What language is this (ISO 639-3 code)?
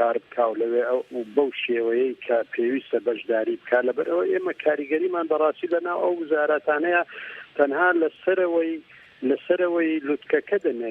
ckb